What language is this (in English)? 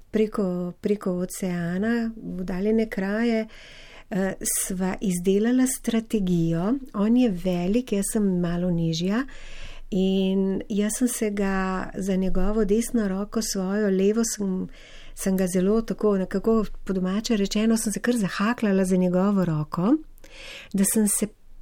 Slovenian